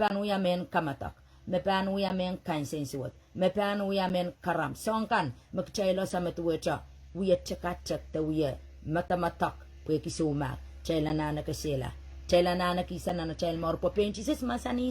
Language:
Pohnpeian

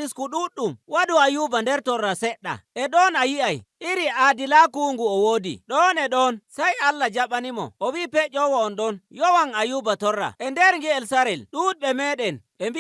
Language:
Nigerian Fulfulde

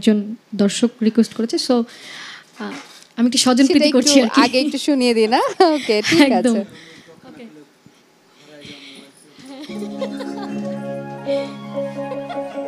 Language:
Bangla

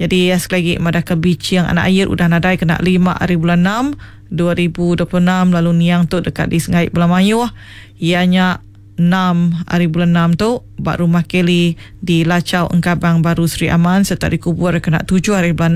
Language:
Iban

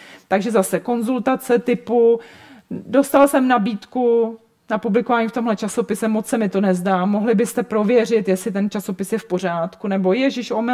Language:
Czech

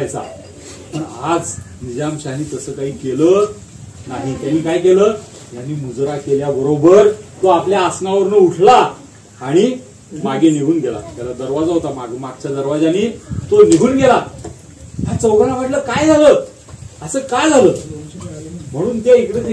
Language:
Marathi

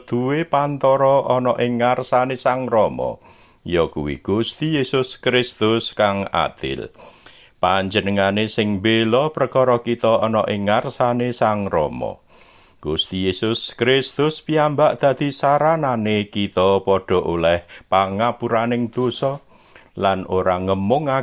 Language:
Javanese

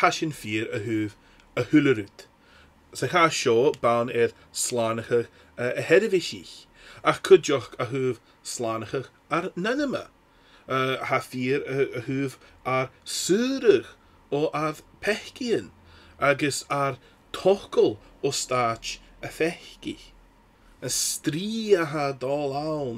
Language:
Scottish Gaelic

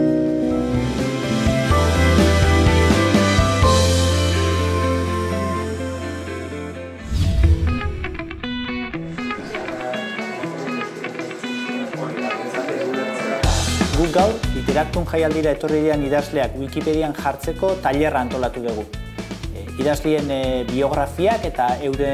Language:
Basque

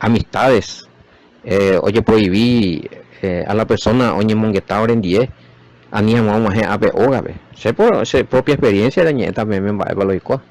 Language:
Guarani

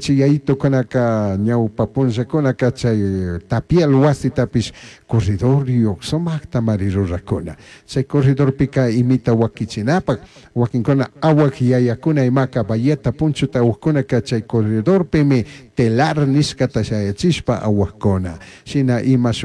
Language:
Chimborazo Highland Quichua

